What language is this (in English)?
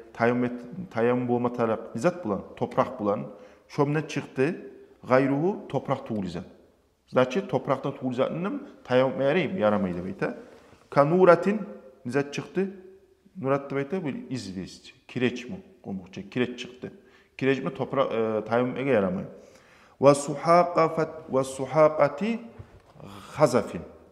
Kumyk